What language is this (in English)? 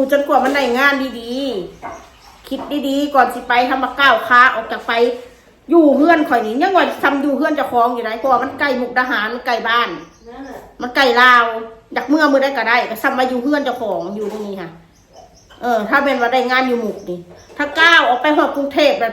Northeastern Thai